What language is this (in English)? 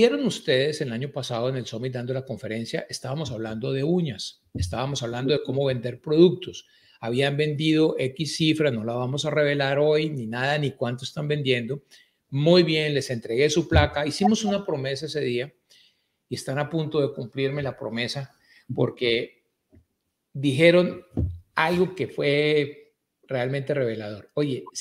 Spanish